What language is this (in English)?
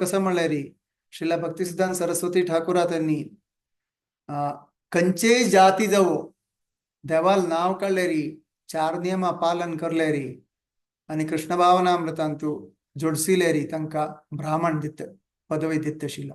Konkani